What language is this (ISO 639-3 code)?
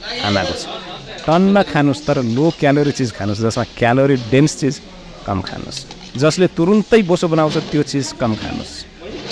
nep